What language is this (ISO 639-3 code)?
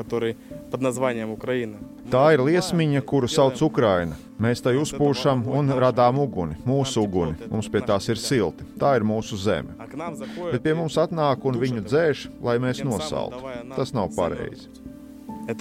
lav